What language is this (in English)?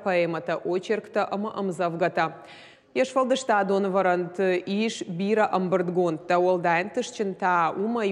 Ossetic